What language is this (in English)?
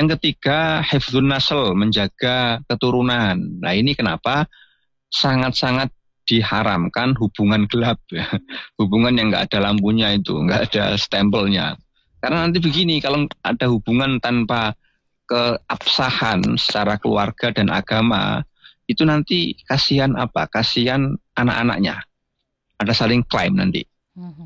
Indonesian